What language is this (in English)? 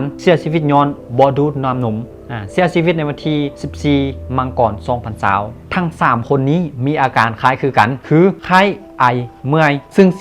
Lao